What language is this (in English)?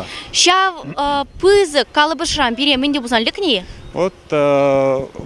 Chuvash